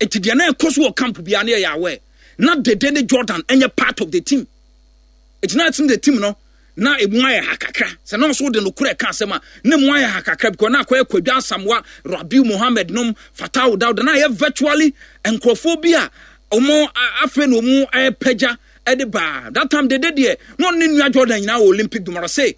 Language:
Akan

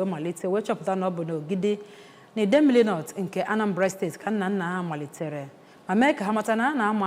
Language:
Igbo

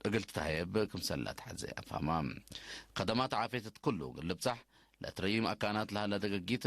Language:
Tigre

